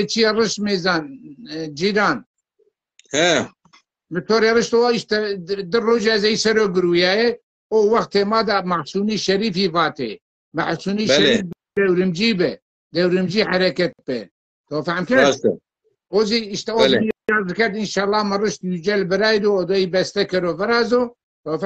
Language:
Zaza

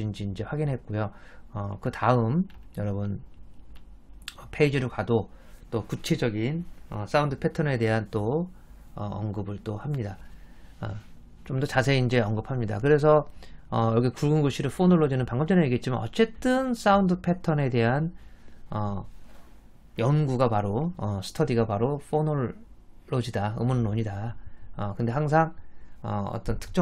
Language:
Korean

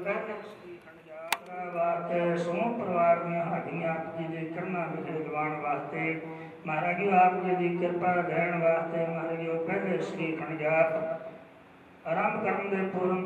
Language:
Punjabi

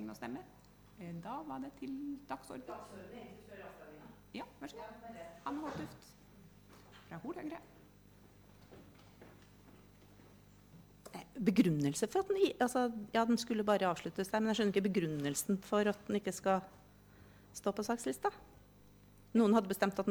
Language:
Norwegian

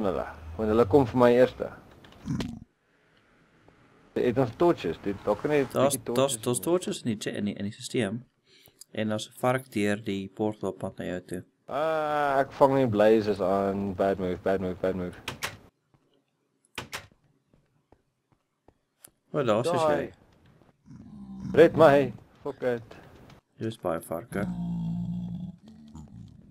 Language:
Afrikaans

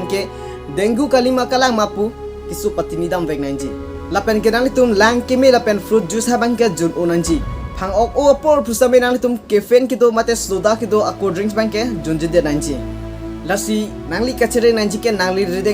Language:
Karbi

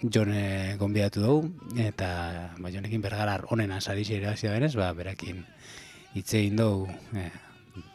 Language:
Basque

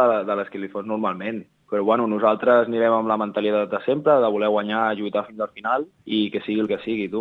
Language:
Catalan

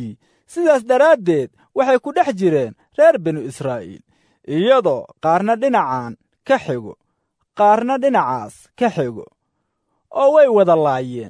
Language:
Somali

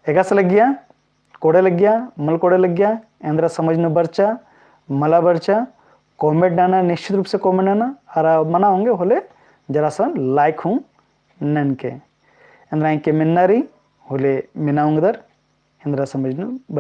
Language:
Kurukh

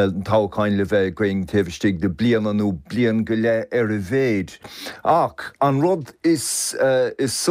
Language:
Irish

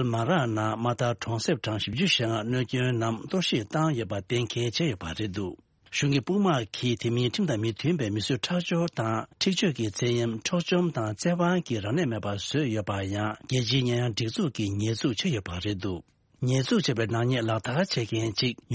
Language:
Tibetan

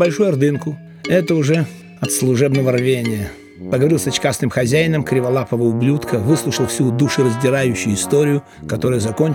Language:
Russian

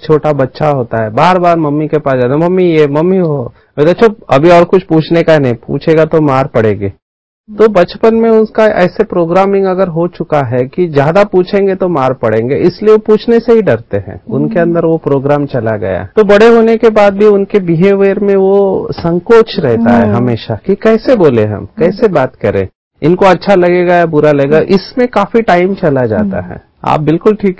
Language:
Hindi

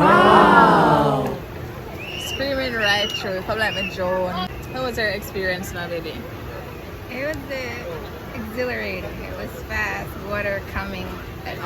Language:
Jamaican Creole English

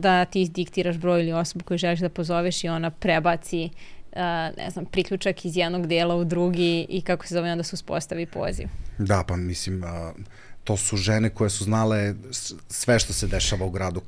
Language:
Serbian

